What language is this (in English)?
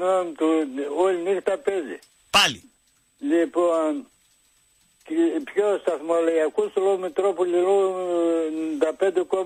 Greek